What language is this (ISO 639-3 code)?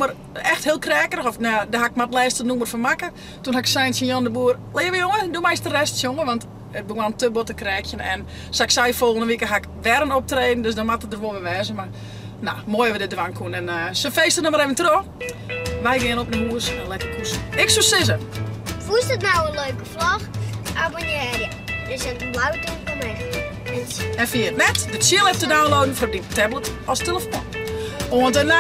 fry